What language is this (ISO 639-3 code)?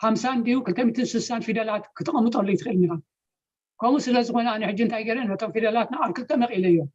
tir